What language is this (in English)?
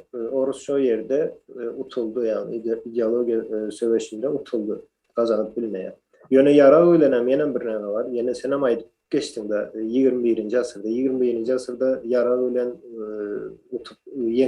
Turkmen